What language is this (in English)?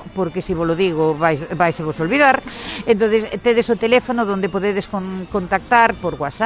Galician